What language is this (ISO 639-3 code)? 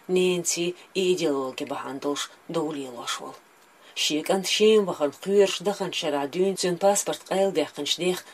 che